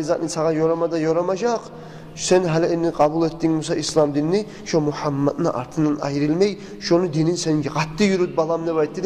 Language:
Kumyk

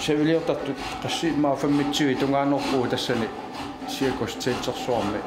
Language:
Kalaallisut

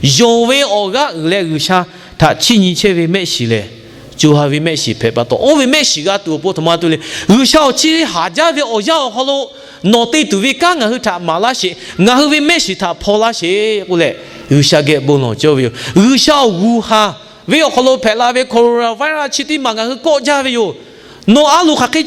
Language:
Lahu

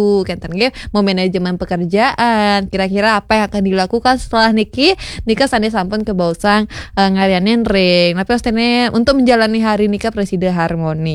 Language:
Balinese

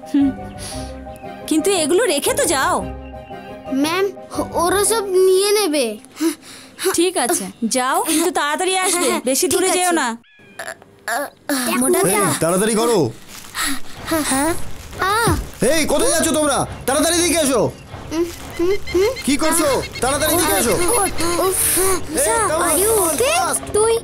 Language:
Bangla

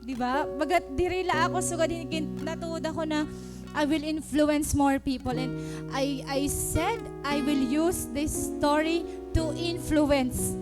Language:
Waray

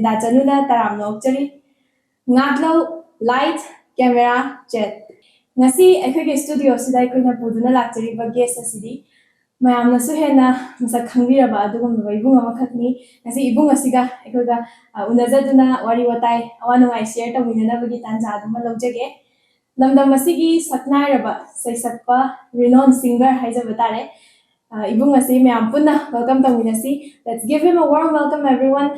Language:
Manipuri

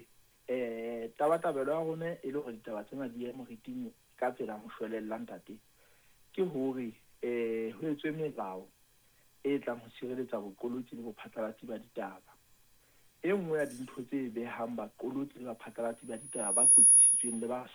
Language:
Southern Sotho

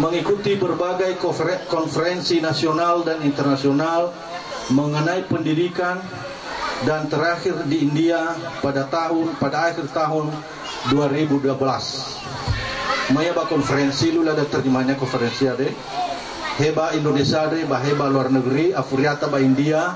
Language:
Nias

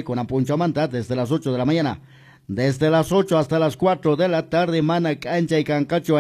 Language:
Quechua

